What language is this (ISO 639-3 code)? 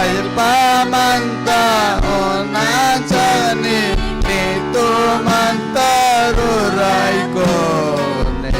quy